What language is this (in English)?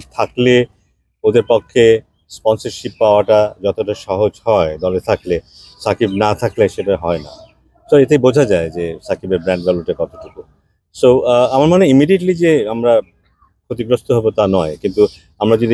Bangla